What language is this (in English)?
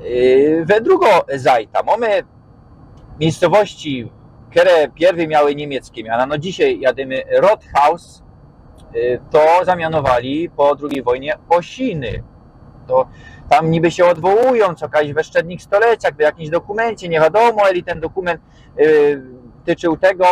Silesian